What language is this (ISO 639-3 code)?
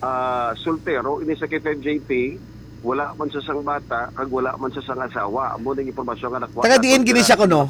hil